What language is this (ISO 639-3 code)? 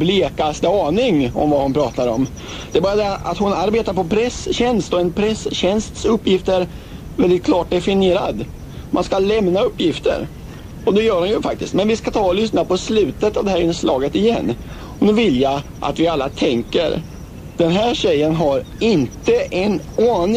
swe